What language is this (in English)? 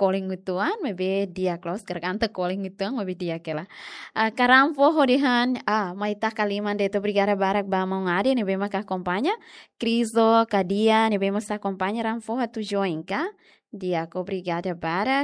Tetum